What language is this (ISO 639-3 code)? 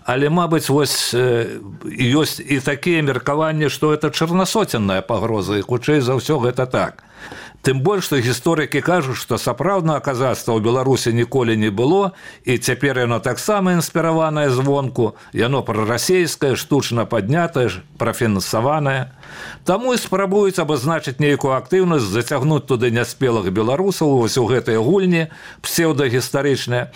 bel